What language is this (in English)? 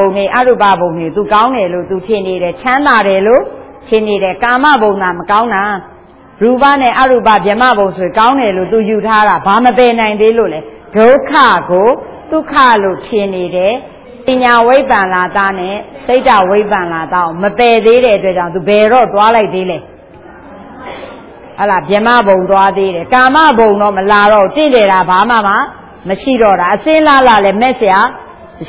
Burmese